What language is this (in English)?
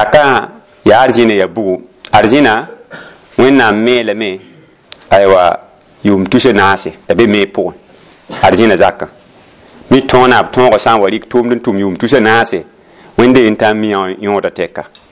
Mossi